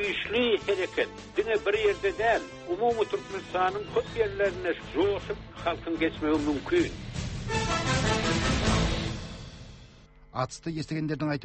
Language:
Kazakh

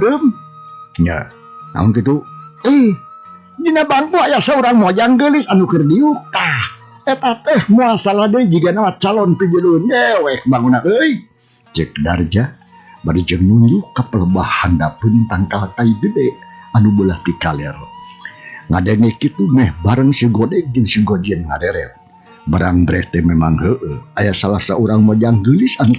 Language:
Sundanese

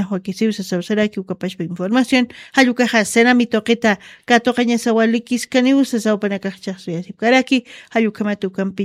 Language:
Aymara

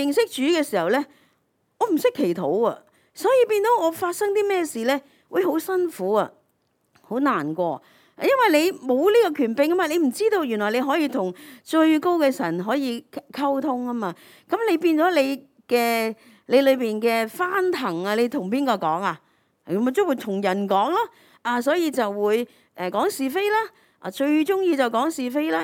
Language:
Cantonese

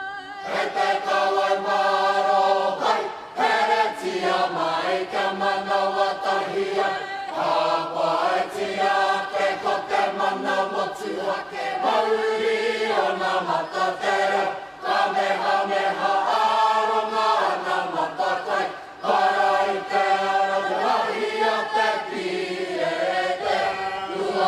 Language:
Māori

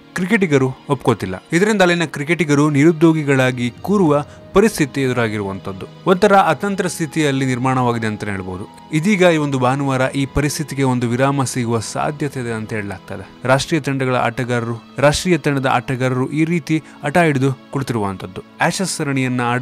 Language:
Kannada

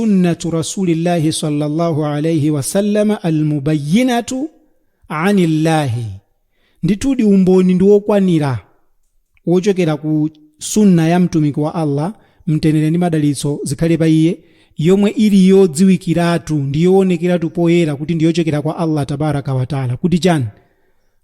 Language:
Nyanja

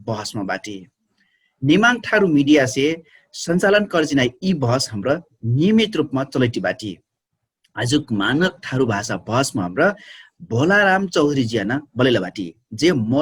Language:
Dangaura Tharu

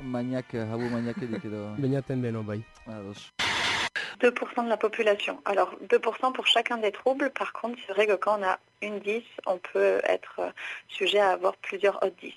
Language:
Basque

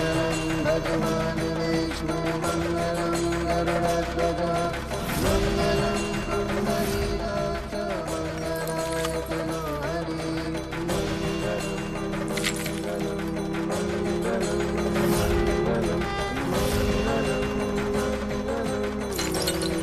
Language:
Bhojpuri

